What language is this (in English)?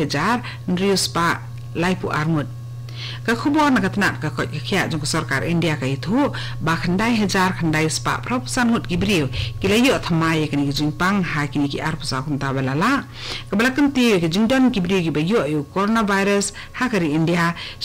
Khasi